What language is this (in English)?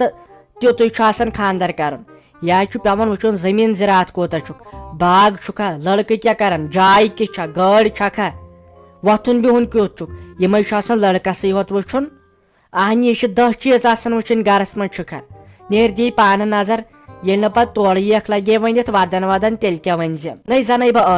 Kashmiri